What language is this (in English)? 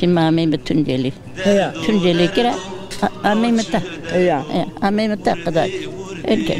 Zaza